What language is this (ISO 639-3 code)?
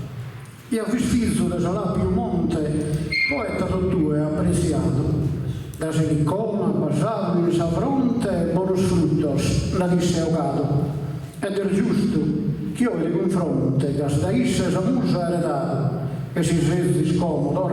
srd